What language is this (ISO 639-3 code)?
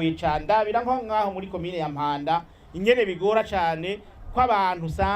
run